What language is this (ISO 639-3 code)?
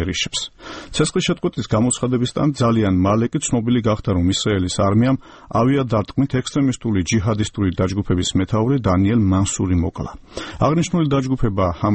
kat